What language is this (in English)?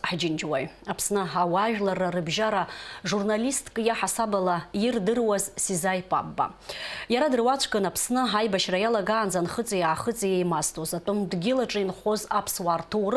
Abkhazian